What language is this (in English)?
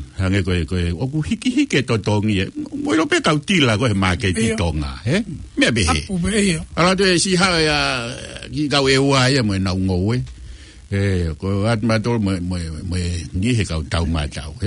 Tongan